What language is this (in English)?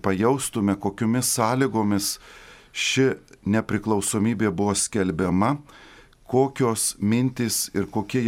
Lithuanian